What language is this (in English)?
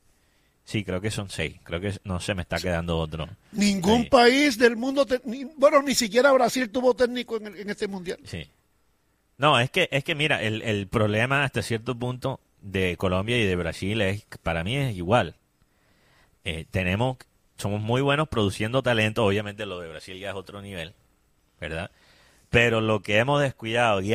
Spanish